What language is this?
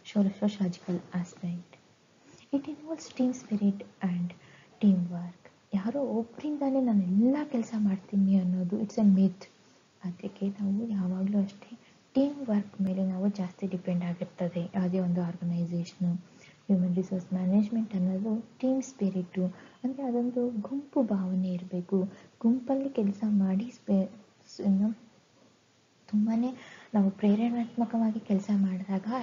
Kannada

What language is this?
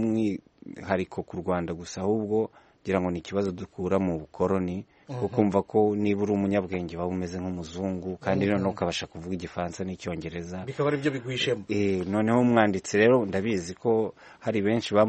Kinyarwanda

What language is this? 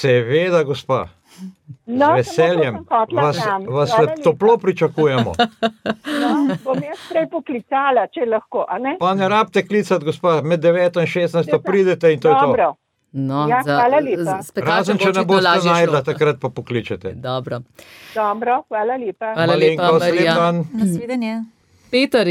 Slovenian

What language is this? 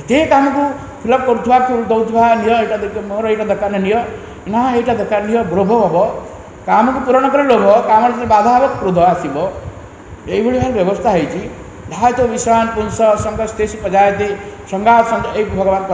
Odia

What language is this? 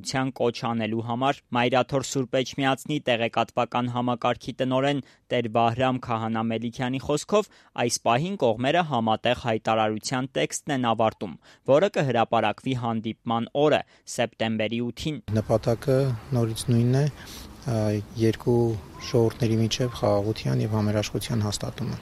Armenian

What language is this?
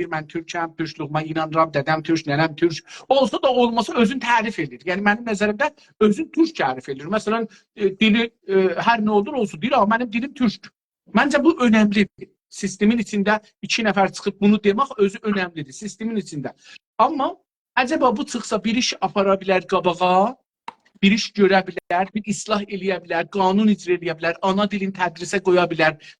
South Azerbaijani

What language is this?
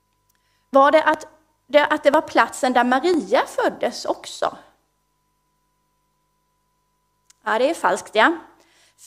Swedish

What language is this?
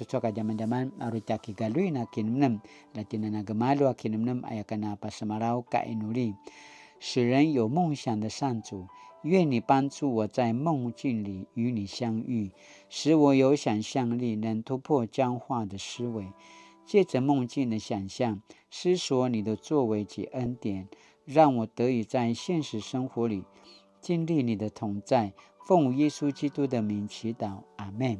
Paiwan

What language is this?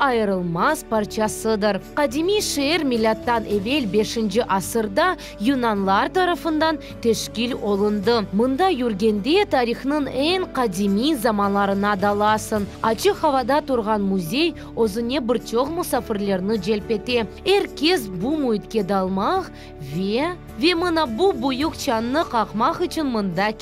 Crimean Tatar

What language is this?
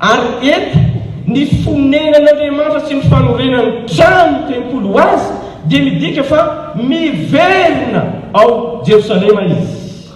Malagasy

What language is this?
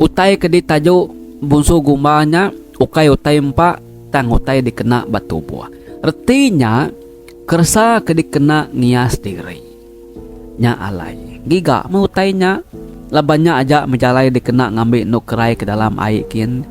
Iban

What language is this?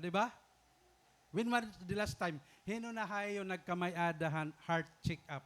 Waray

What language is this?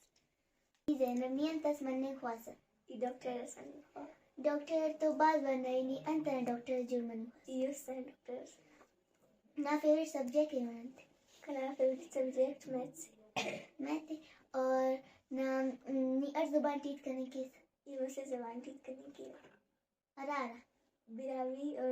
Brahui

